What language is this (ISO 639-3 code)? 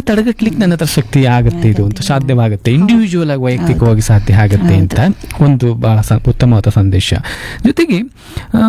kan